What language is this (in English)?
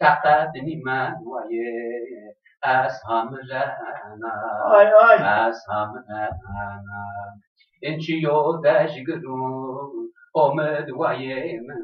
Zaza